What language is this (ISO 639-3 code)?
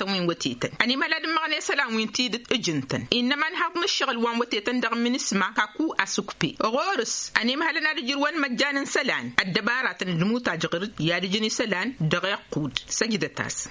taq